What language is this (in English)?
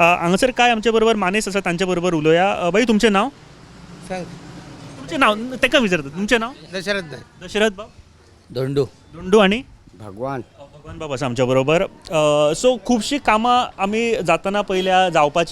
Konkani